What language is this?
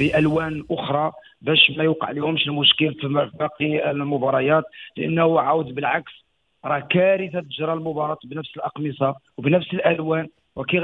Moroccan Arabic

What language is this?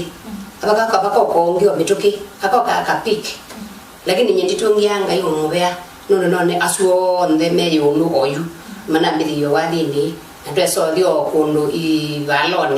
Kamba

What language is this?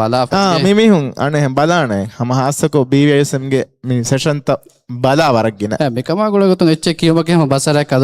Divehi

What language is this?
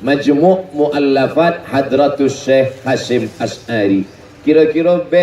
Minangkabau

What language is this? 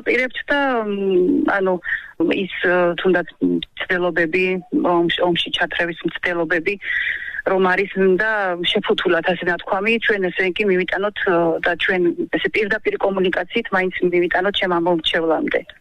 Georgian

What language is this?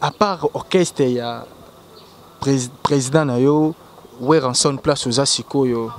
Lingala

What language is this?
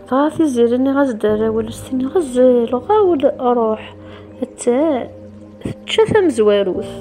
Kabyle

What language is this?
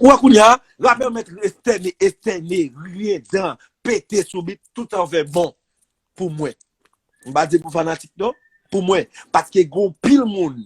Haitian Creole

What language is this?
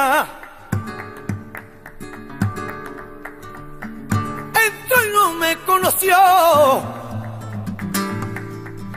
Spanish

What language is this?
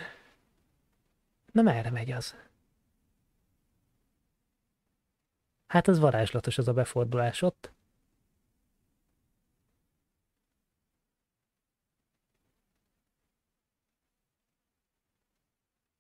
Hungarian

